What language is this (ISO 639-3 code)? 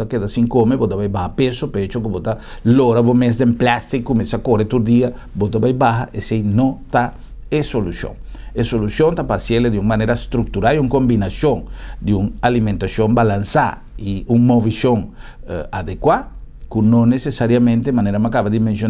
pap